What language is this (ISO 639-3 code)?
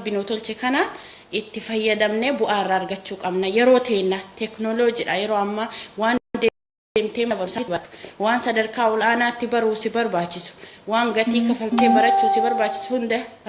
orm